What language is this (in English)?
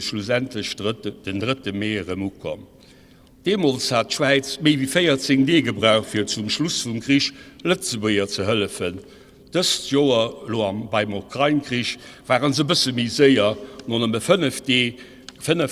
Luxembourgish